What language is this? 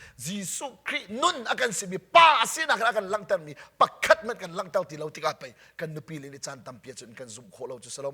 Hakha Chin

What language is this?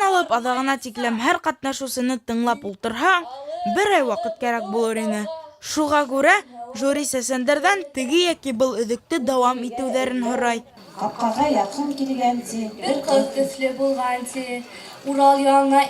Bashkir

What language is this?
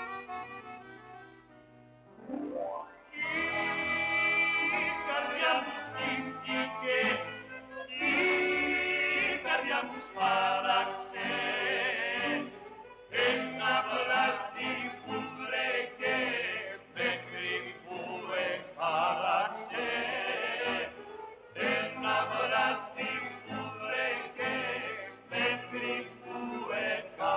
Greek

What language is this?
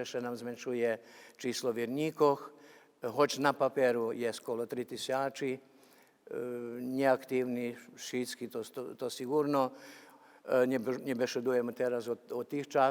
Rusyn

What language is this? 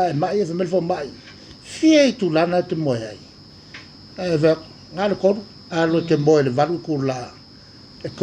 Samoan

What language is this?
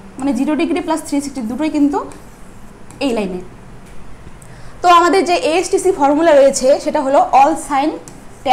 Bangla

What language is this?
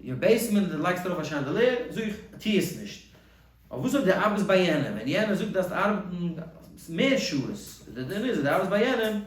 Yiddish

